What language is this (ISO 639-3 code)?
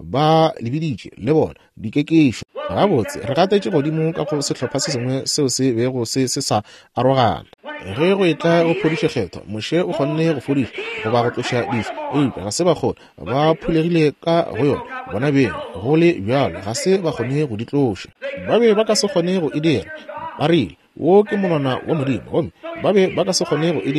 nso